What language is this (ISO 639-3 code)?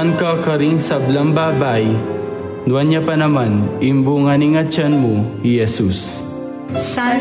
pam